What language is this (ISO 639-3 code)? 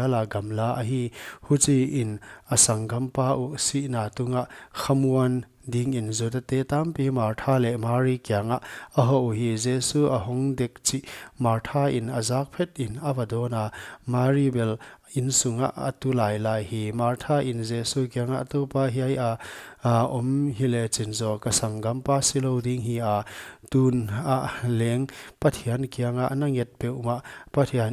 pck